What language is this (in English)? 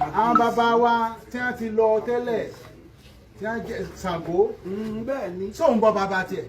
Yoruba